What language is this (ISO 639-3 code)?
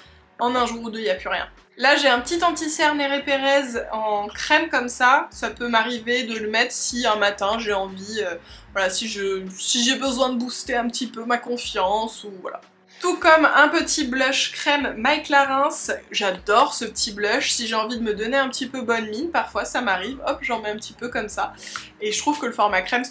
fra